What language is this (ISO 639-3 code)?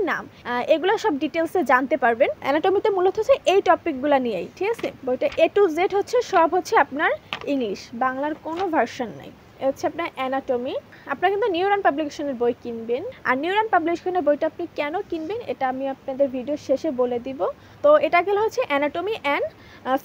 ben